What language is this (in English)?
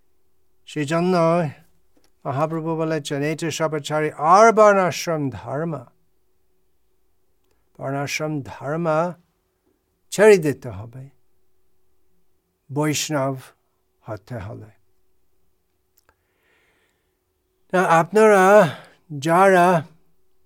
Bangla